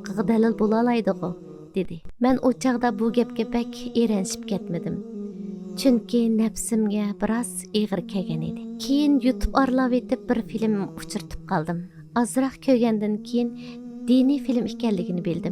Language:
Uyghur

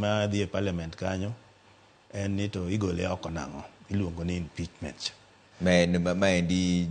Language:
Luo (Kenya and Tanzania)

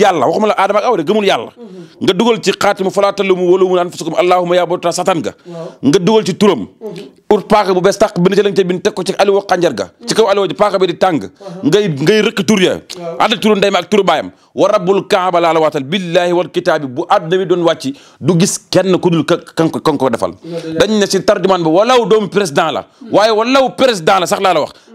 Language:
Wolof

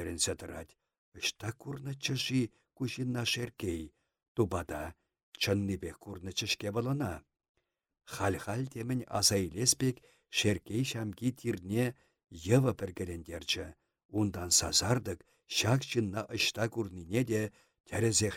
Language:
Chuvash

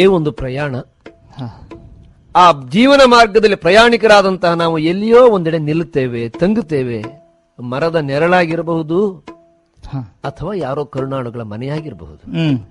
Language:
Kannada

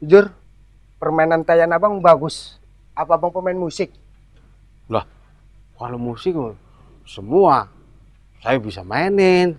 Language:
Betawi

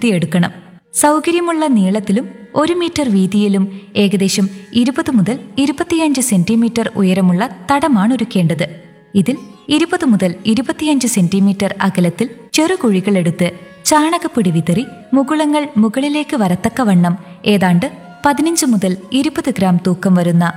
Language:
Malayalam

